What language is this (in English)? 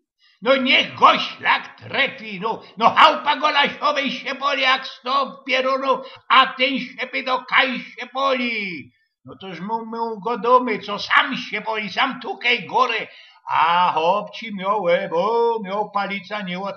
Silesian